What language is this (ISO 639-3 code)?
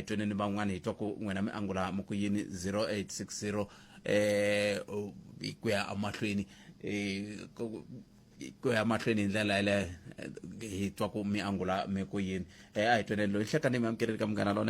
tso